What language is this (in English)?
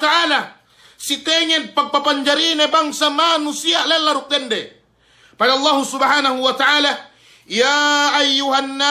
Yakan